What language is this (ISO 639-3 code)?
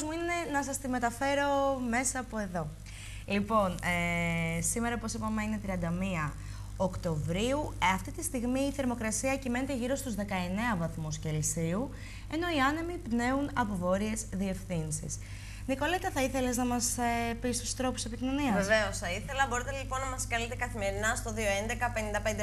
ell